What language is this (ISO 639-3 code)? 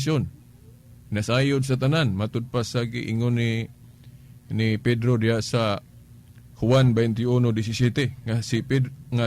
ceb